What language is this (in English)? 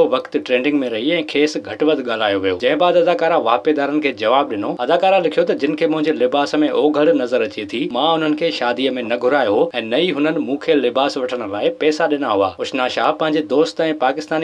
Sindhi